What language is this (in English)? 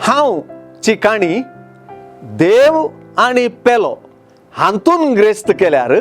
Konkani